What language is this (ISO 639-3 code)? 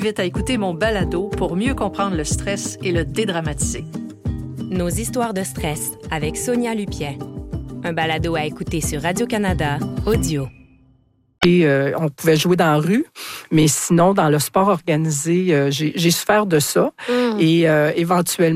fra